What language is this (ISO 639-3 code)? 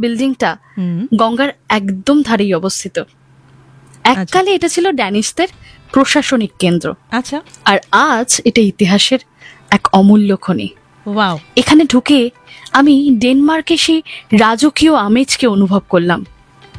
ben